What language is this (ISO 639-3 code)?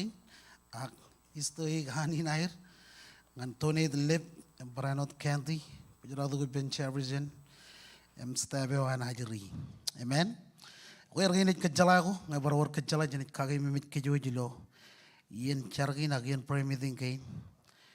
mah